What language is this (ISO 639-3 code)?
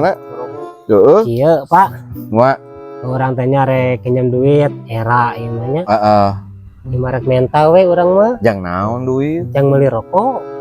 sun